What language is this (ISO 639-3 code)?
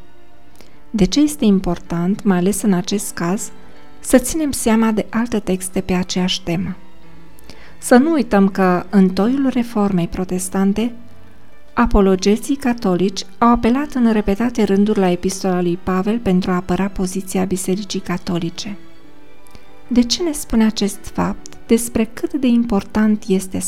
ron